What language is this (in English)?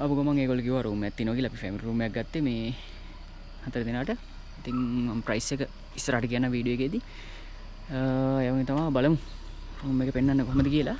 Sinhala